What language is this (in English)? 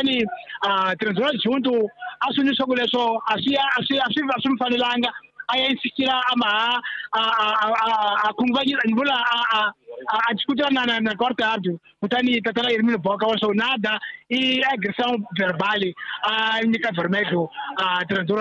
Tsonga